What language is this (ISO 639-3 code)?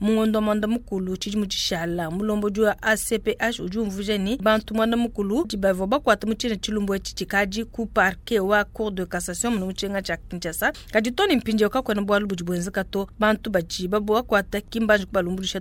lua